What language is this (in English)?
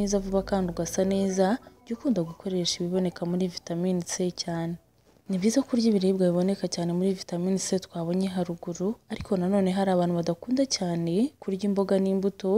Kinyarwanda